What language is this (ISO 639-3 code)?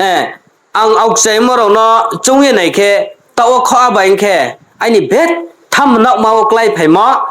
ria